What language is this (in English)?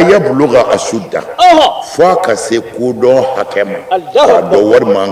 Bambara